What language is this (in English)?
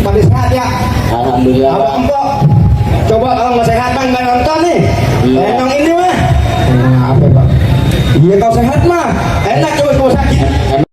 Betawi